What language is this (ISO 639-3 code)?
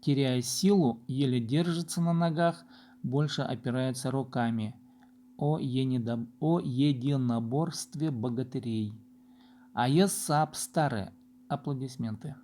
kjh